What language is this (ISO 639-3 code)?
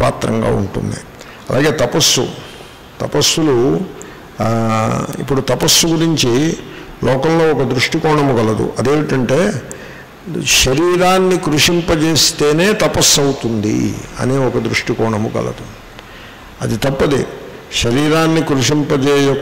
tel